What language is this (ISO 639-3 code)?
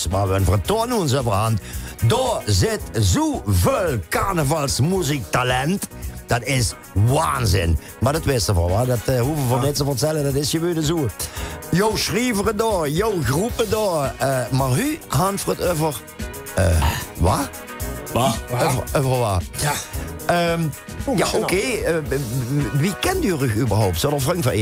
lim